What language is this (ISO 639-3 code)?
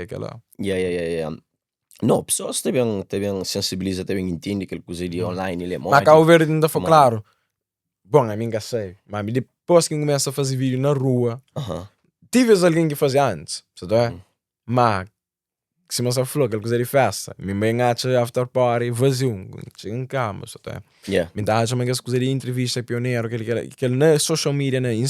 kea